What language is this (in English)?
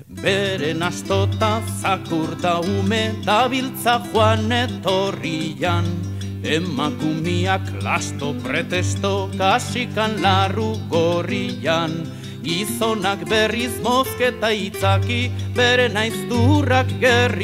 Basque